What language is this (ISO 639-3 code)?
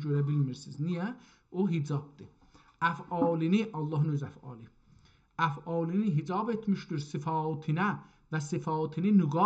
azb